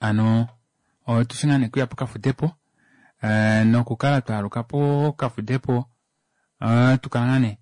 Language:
Kuanyama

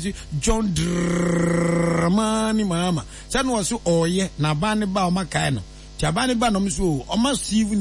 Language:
Akan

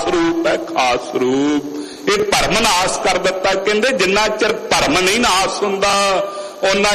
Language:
Punjabi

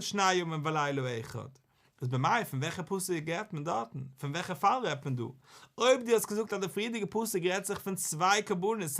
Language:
Yiddish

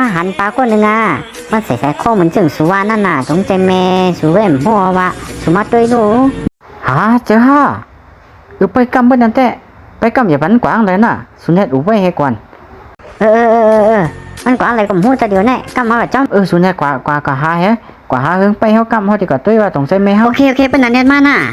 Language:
Shan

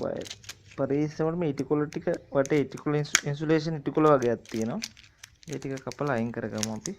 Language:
Sinhala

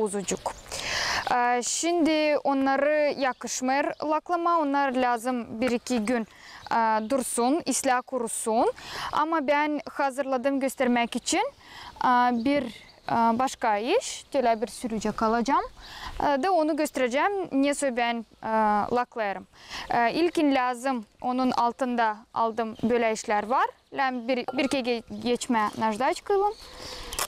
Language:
Gagauz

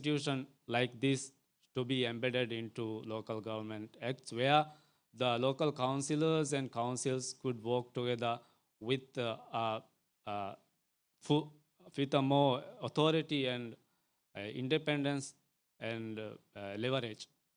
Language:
Divehi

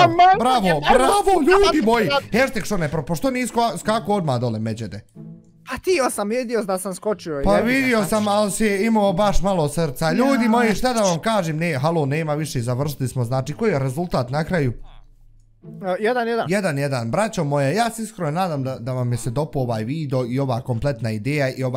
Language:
Bosnian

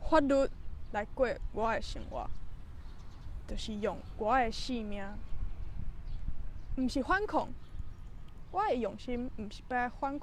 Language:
Min Nan Chinese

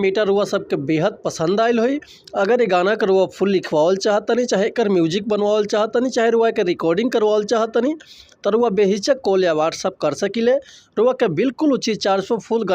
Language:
Bhojpuri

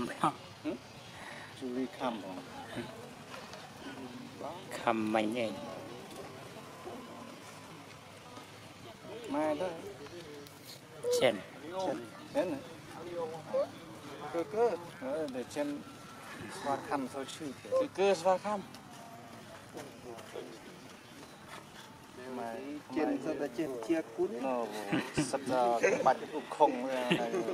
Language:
Vietnamese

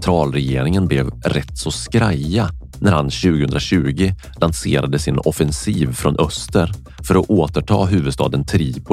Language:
Swedish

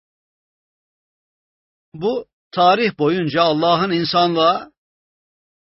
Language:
Turkish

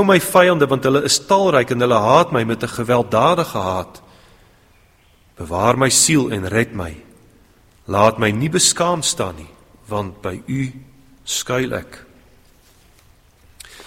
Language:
Afrikaans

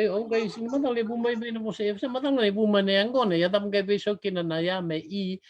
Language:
Fijian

